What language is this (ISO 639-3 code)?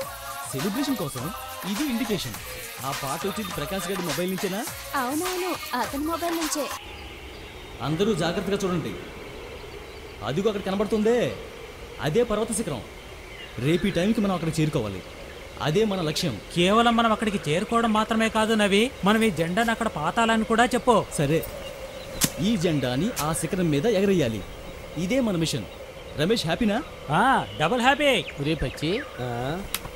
tel